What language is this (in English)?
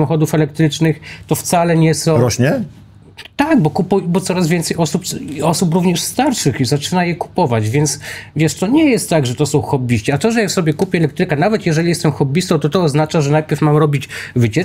Polish